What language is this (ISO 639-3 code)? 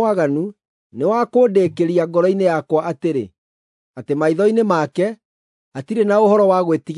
kik